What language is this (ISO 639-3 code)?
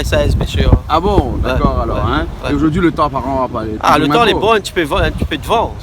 rcf